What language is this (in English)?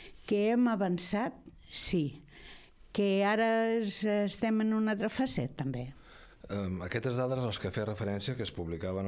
Catalan